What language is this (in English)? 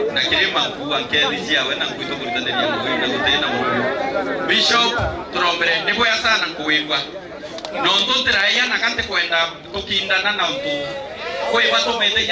Meru